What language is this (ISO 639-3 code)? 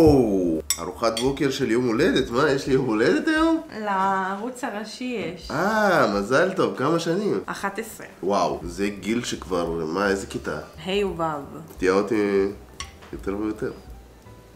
heb